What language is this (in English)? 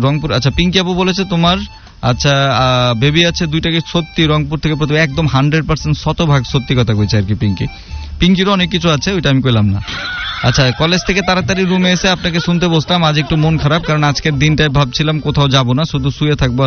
Bangla